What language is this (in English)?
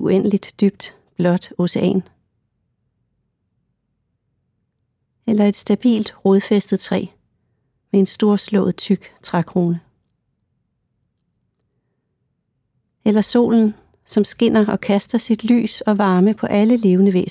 Danish